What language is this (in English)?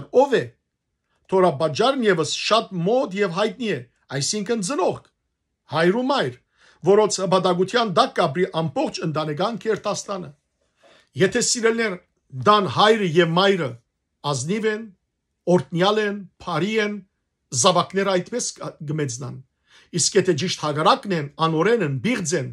Western Armenian